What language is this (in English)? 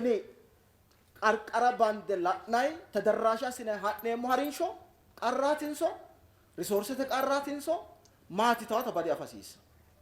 Sidamo